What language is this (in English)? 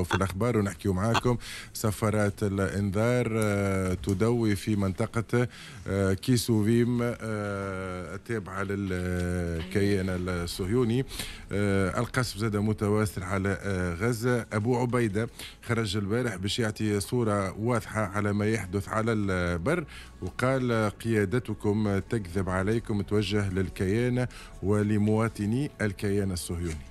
Tunisian Arabic